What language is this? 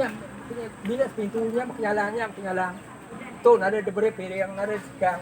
Iban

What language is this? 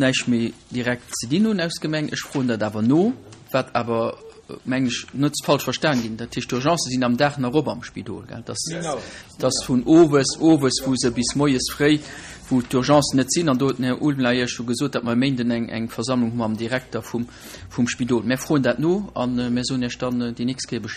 Luxembourgish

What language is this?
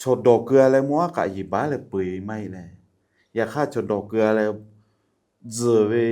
Lahu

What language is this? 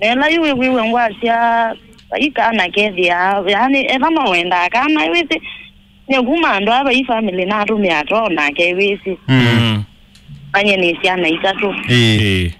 Kamba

